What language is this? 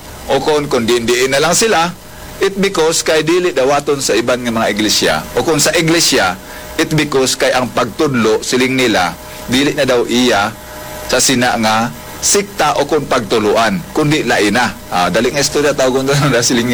Hiligaynon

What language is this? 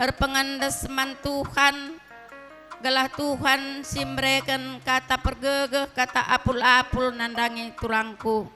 Batak Karo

